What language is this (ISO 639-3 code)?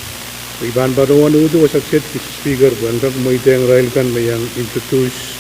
pon